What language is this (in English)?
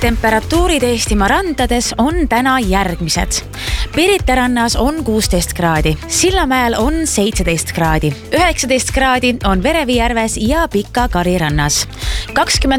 Estonian